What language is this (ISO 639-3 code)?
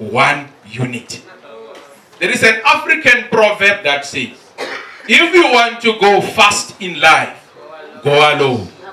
tsn